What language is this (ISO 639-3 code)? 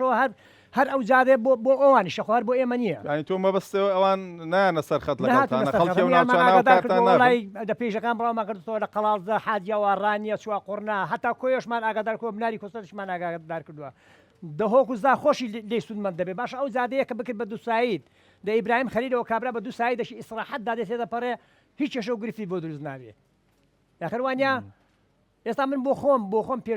ckb